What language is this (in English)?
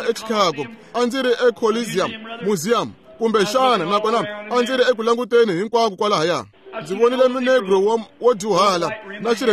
Tsonga